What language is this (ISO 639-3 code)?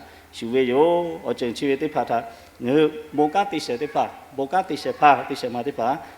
lhu